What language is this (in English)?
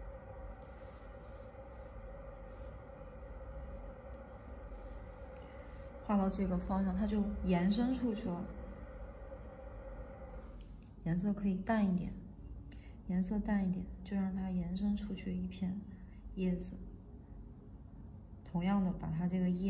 Chinese